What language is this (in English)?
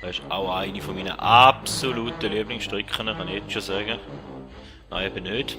Swiss German